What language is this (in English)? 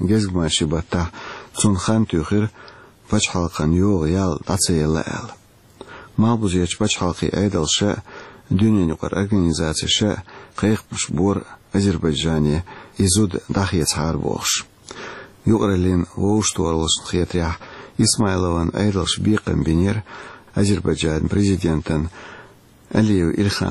Chechen